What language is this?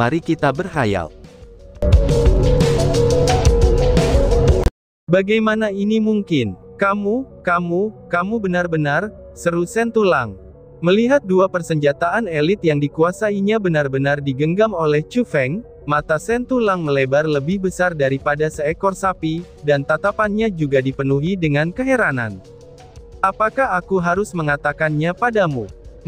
Indonesian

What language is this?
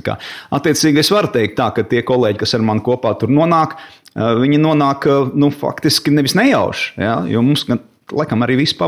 Latvian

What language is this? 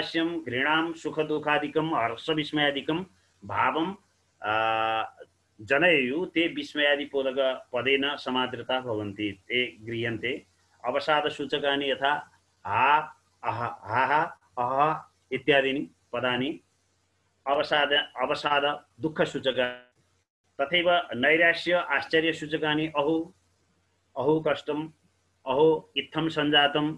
Sanskrit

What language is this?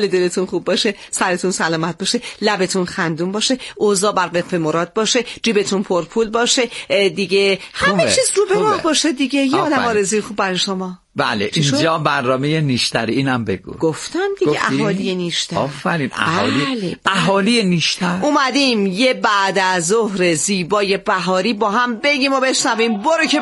Persian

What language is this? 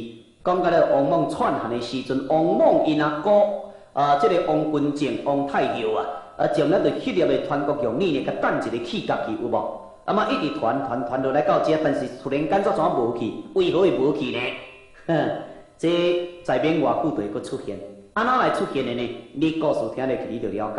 Min Nan Chinese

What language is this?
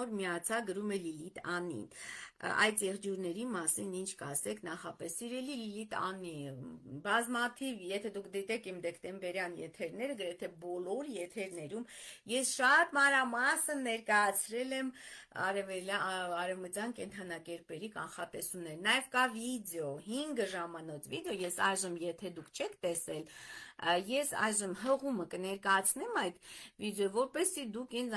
Armenian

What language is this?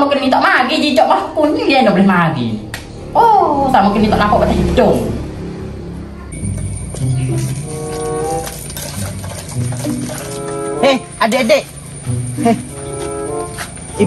Malay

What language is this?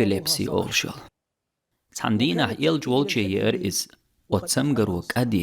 Chechen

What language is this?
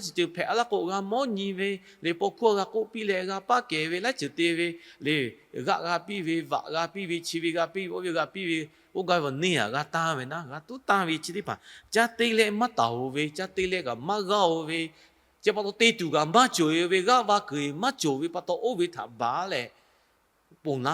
Lahu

